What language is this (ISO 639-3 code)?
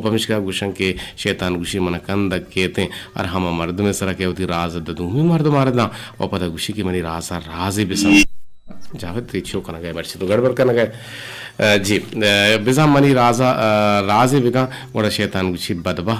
bgp